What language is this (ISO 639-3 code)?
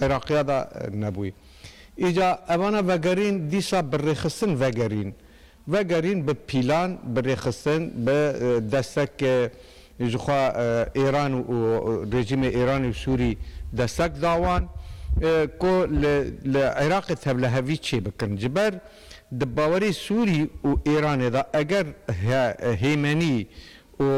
kur